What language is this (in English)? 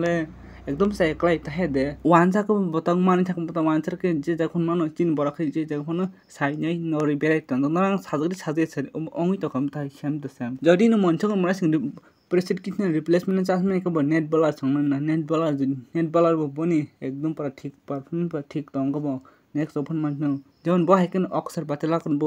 Kok Borok